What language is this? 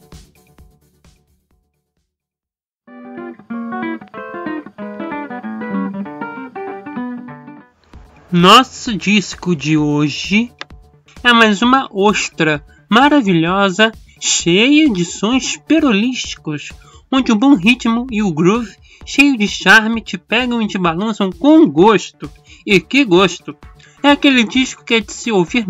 Portuguese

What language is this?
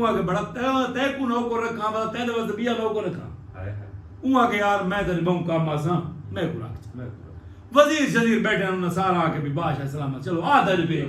Saraiki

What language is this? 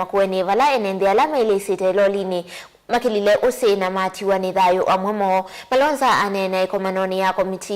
Kamba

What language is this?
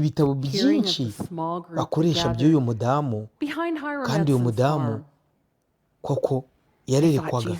Kinyarwanda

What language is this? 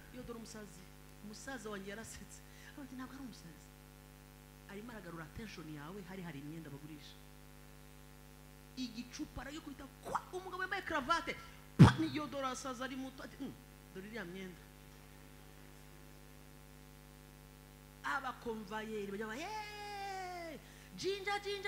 Kinyarwanda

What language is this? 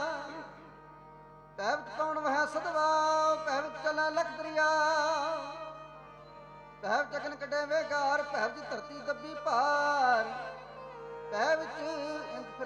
Punjabi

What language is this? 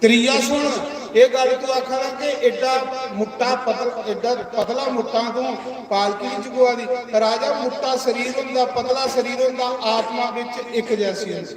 Dogri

